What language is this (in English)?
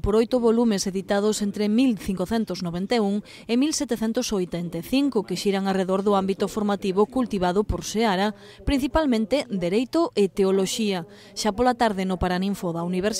Galician